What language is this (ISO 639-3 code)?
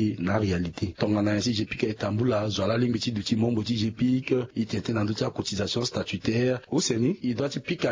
sag